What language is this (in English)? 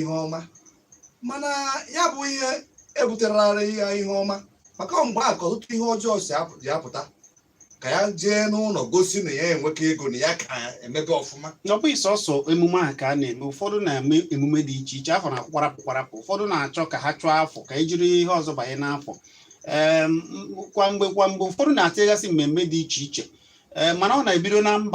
Igbo